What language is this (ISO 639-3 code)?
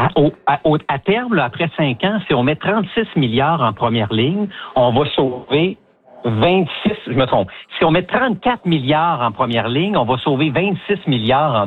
fra